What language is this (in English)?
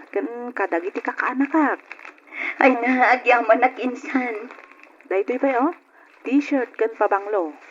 Iloko